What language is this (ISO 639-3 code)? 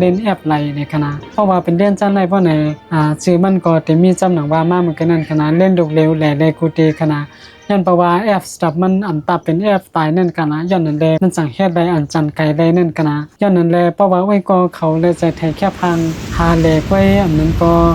shn